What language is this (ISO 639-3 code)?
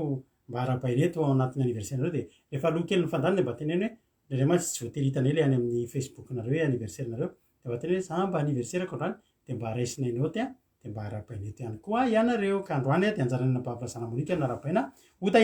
mlg